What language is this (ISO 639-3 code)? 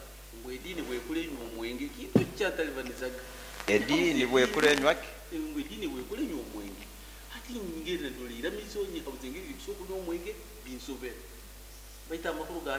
nyo